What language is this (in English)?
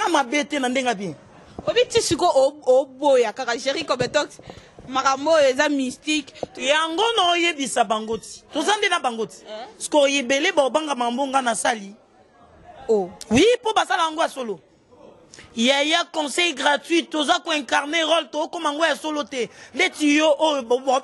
Lingala